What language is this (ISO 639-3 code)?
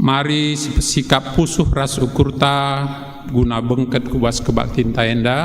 btx